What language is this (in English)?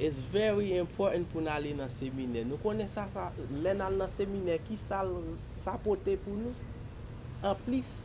Haitian Creole